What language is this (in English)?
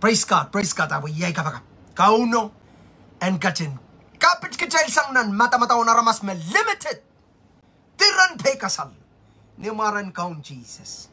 Pohnpeian